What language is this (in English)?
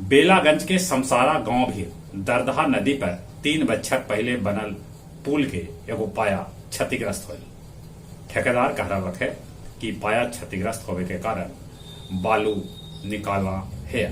Magahi